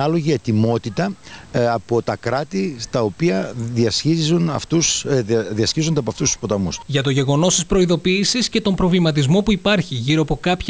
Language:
Greek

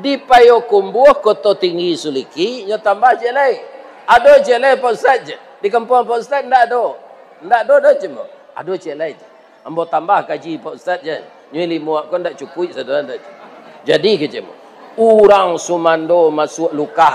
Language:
Minangkabau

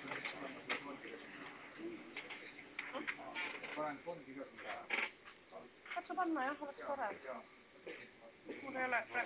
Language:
Estonian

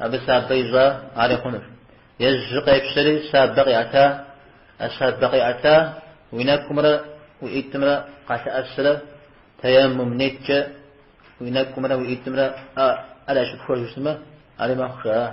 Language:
Kabardian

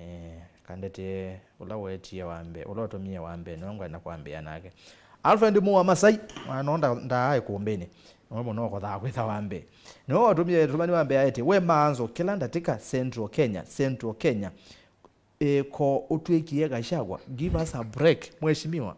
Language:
Kamba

